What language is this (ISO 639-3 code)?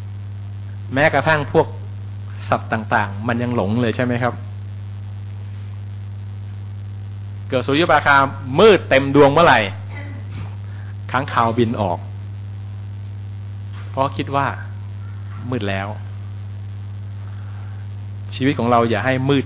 tha